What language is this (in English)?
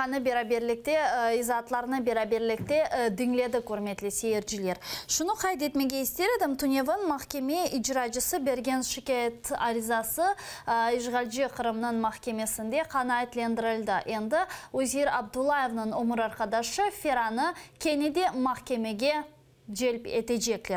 Crimean Tatar